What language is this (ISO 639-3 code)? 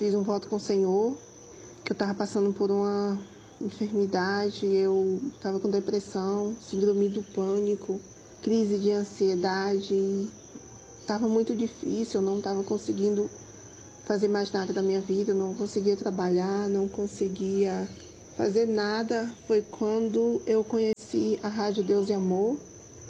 por